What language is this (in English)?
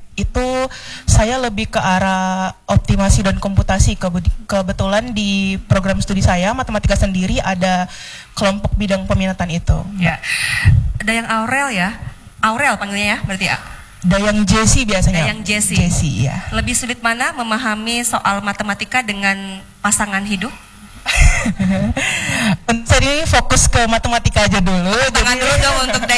Indonesian